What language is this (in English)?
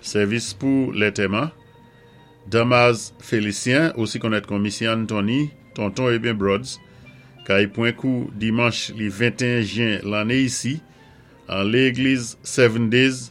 Saint Lucian Creole French